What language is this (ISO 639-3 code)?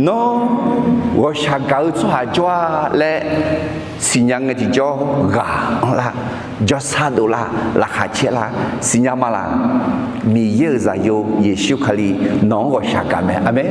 ahk